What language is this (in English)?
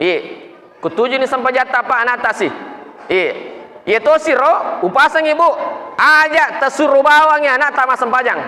Buginese